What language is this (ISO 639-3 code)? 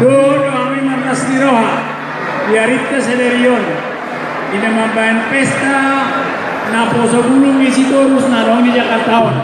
bbc